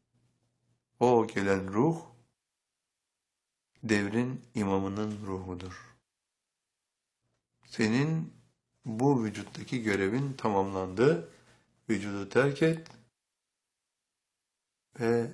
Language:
Turkish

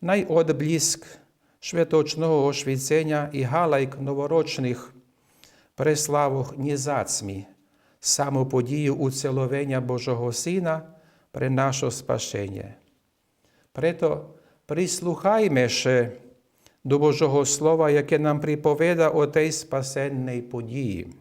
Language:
Rusyn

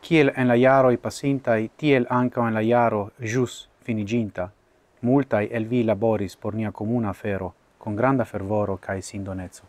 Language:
Esperanto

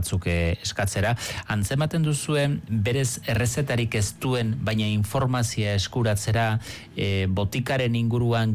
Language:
Basque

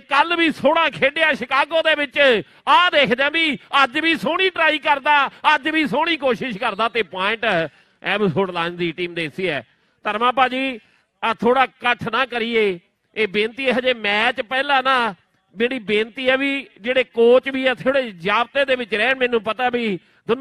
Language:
Punjabi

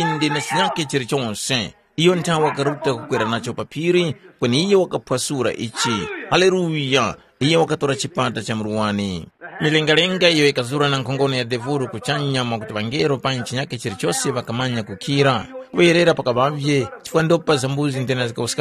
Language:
Tumbuka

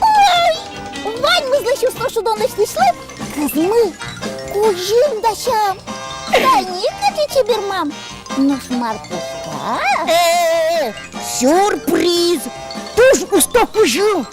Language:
Udmurt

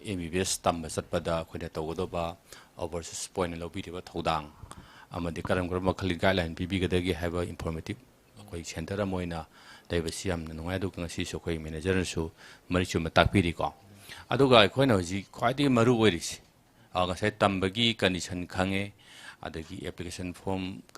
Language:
Manipuri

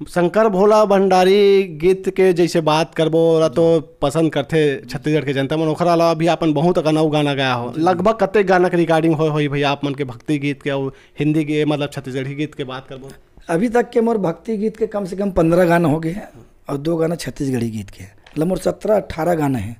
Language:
Chhattisgarhi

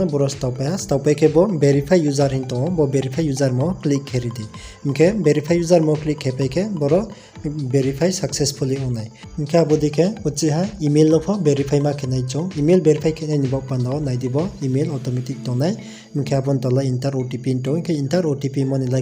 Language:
Riang (India)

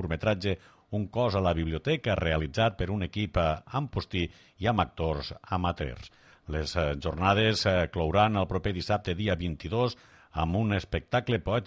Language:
Catalan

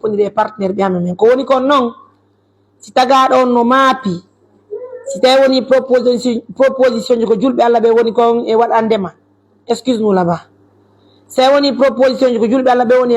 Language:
Pular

